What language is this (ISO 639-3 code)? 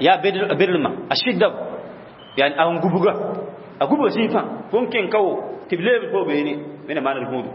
mos